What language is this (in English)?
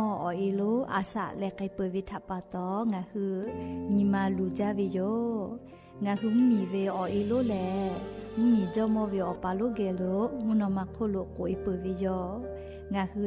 Lahu